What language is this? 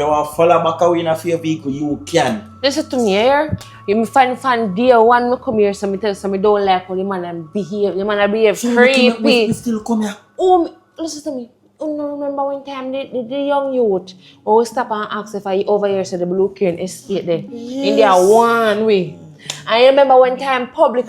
Jamaican Creole English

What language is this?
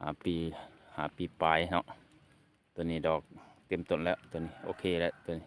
Lao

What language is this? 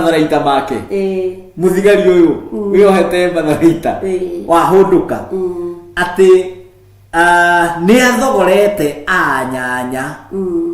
Kikuyu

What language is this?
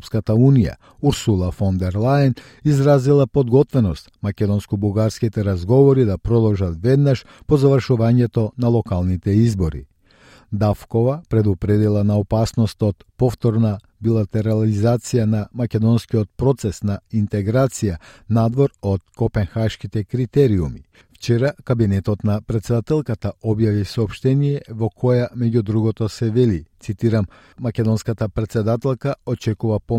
Macedonian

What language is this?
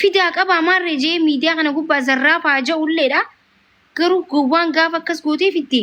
Oromo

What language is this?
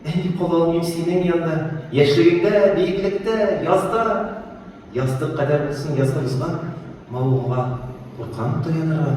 Tatar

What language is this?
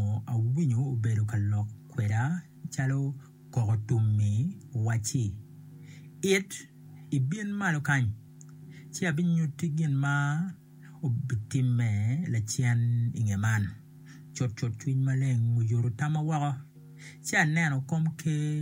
Acoli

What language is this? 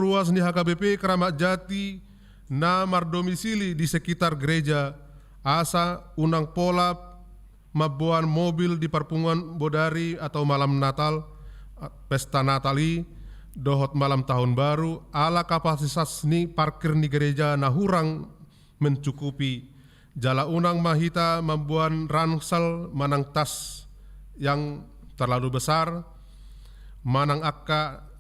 Batak Toba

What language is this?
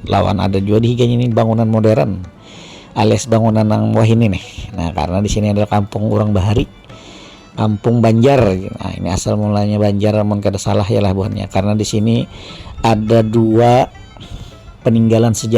Banjar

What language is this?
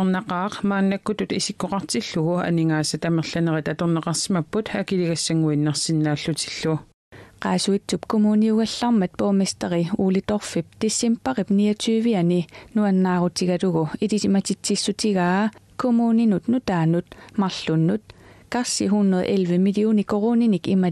Kalaallisut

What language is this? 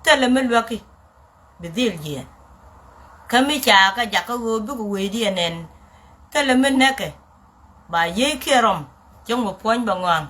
Nuer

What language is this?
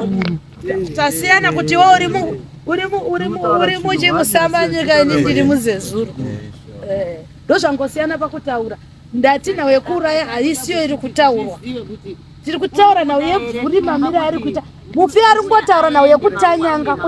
Shona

